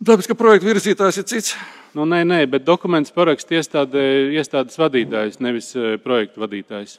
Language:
Latvian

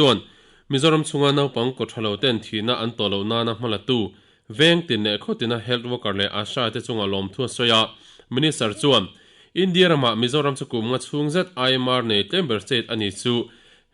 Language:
Mizo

